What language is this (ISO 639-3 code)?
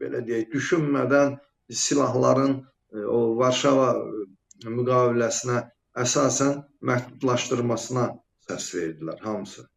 aze